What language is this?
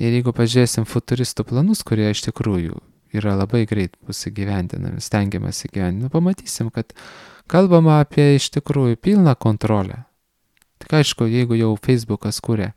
Lithuanian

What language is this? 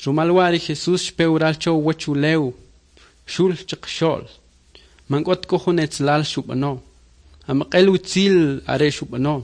Kʼicheʼ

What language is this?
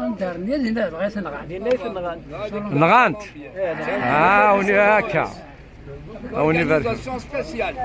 Kabyle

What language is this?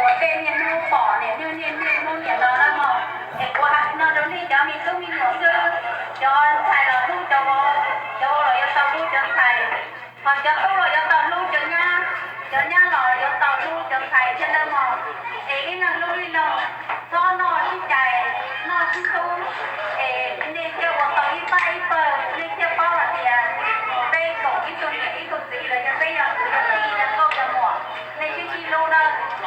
Hmong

